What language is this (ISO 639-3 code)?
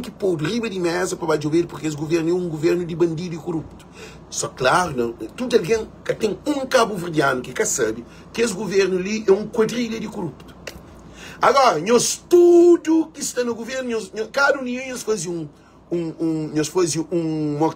kea